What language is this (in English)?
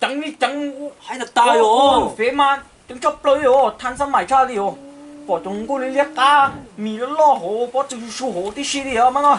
Hmong